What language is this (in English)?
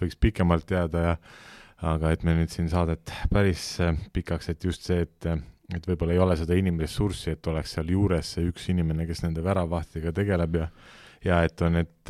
Estonian